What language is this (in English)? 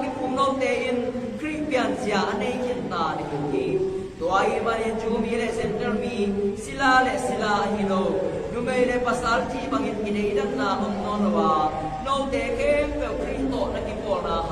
Tedim Chin